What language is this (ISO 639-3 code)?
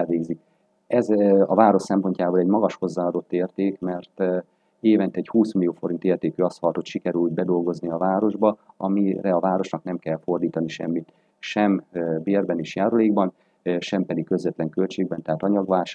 hun